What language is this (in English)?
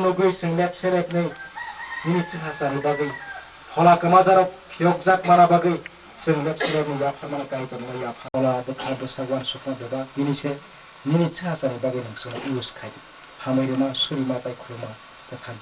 Kok Borok